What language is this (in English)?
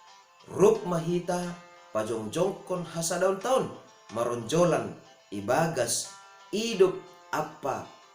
Batak Simalungun